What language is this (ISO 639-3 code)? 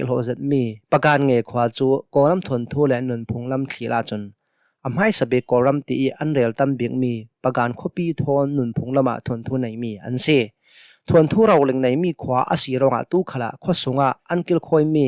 cnh